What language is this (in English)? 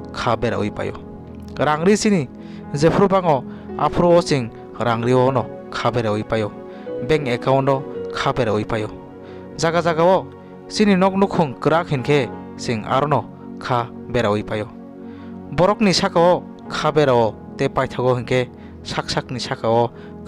Kok Borok